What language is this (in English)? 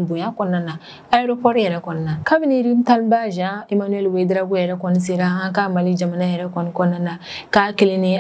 Bambara